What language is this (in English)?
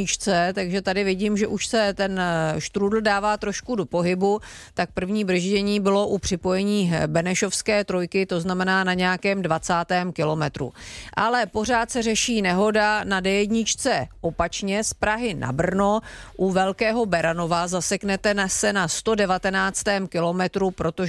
Czech